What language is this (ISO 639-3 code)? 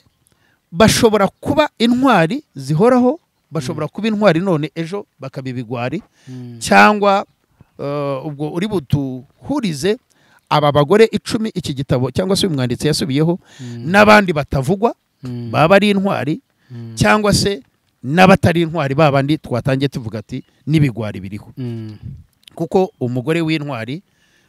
kin